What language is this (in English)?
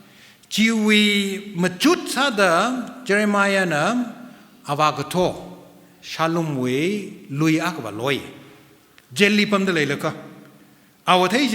Tangkhul Naga (India)